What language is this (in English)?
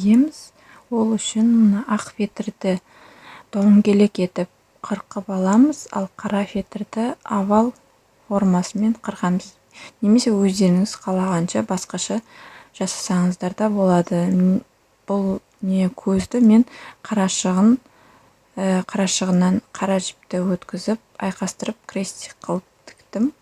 Kazakh